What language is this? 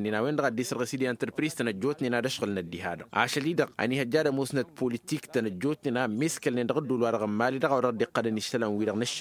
Tamasheq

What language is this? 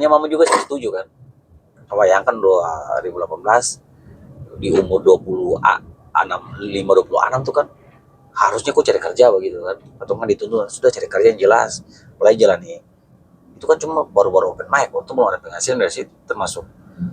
Ambonese Malay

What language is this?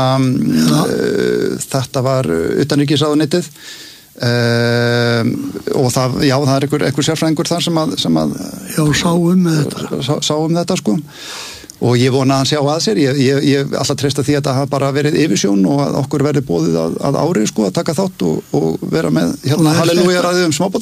Icelandic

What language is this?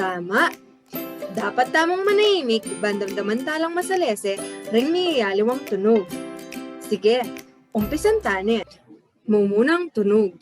Pampanga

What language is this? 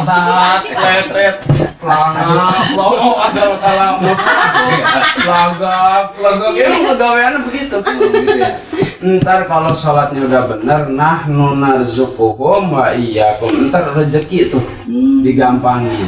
Betawi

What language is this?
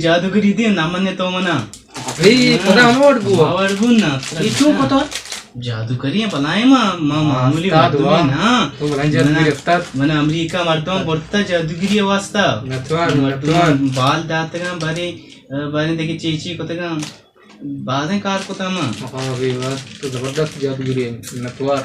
Baluchi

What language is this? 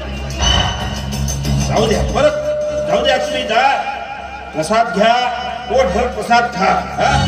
Marathi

